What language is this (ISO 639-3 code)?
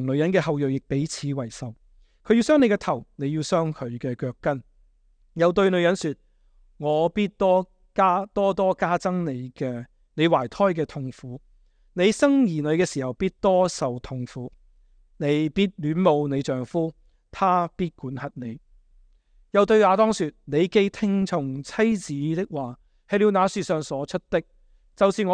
yue